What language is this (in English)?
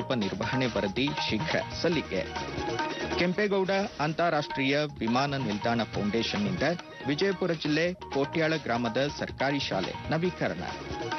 Kannada